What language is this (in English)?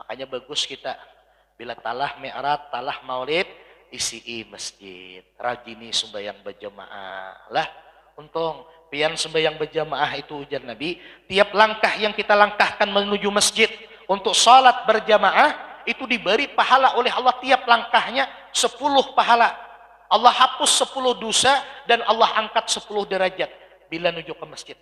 Banjar